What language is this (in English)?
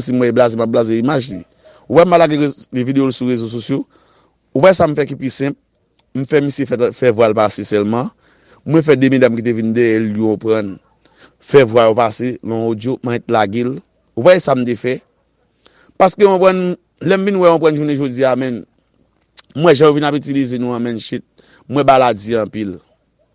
Haitian Creole